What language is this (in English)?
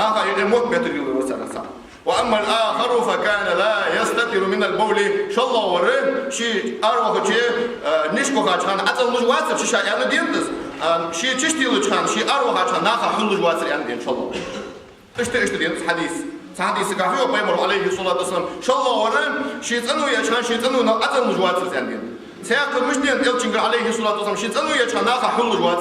Ingush